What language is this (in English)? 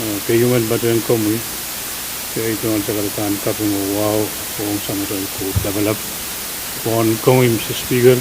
Pohnpeian